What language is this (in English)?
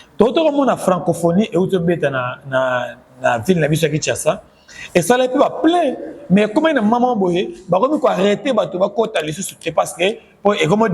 Lingala